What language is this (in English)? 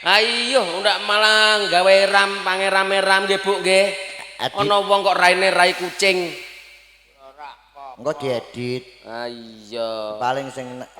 Javanese